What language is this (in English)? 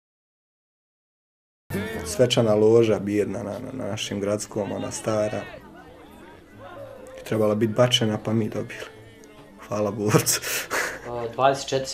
Bosnian